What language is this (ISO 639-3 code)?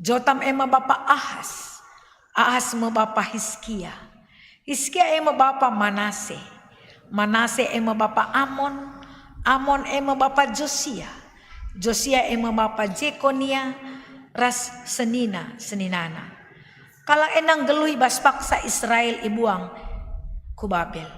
btx